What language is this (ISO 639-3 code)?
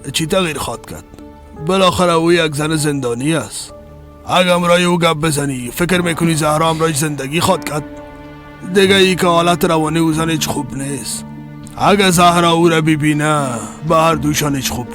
fas